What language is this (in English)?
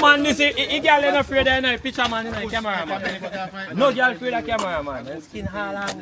Jamaican Creole English